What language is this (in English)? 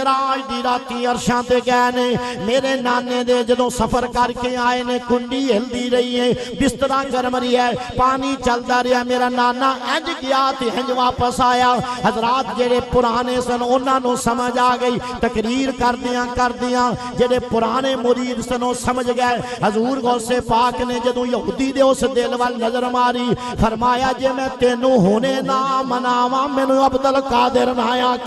Western Panjabi